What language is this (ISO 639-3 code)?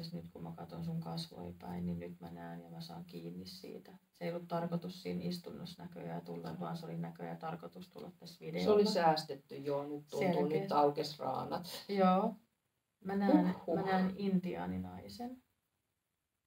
fin